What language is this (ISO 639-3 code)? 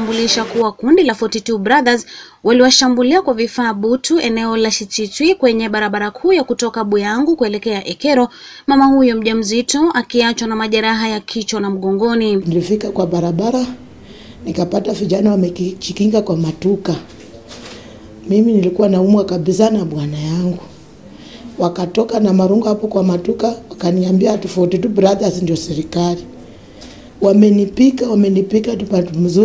swa